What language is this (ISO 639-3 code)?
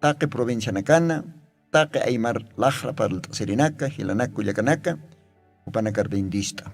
aym